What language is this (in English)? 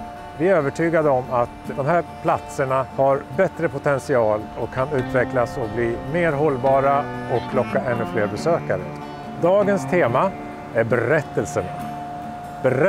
Swedish